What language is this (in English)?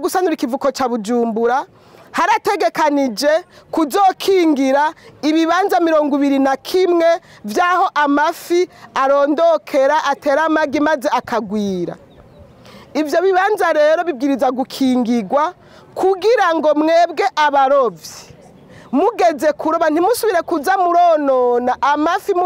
Rundi